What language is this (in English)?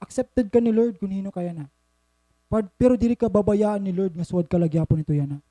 Waray